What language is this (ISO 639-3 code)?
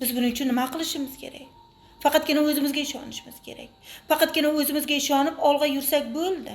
uzb